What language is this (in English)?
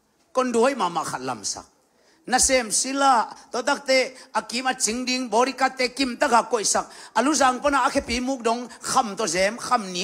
Tedim Chin